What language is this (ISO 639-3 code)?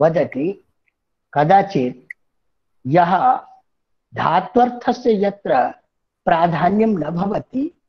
san